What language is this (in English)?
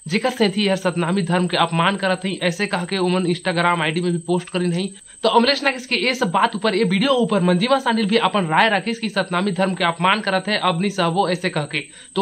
Chhattisgarhi